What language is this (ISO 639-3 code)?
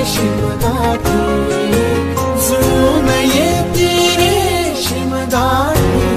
mar